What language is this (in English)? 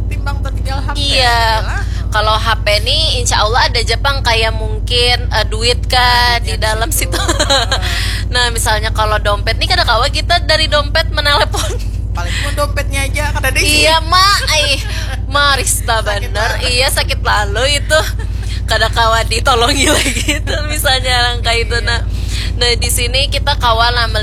Banjar